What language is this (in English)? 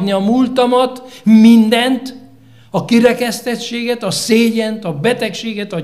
Hungarian